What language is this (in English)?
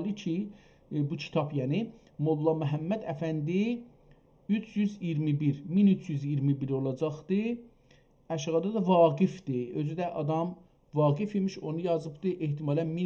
South Azerbaijani